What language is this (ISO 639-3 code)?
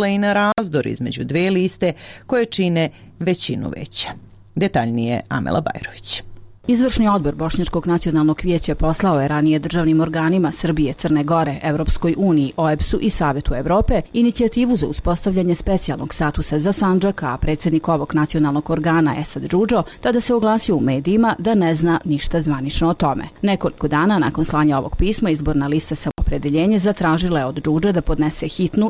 srp